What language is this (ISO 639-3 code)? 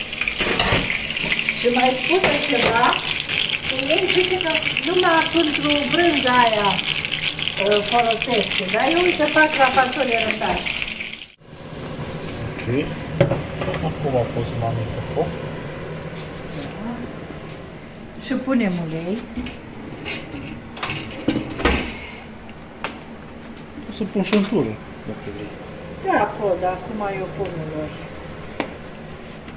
ron